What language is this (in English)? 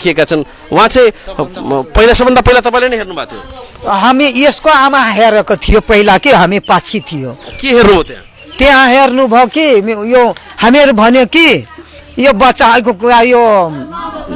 Nepali